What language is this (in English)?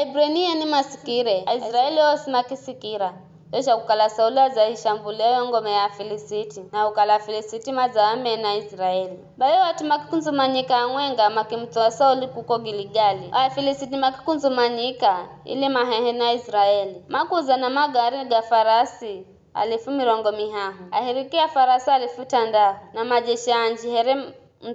Giryama